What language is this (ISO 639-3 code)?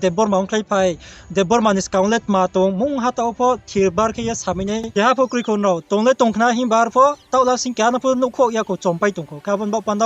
ria